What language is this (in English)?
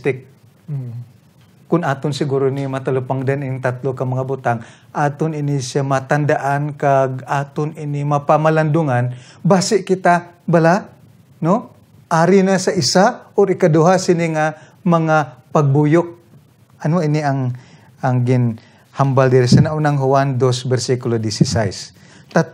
Hiligaynon